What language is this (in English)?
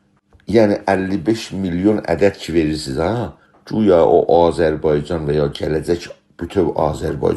South Azerbaijani